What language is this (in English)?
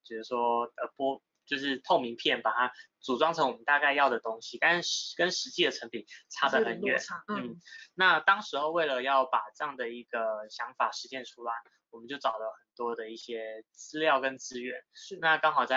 Chinese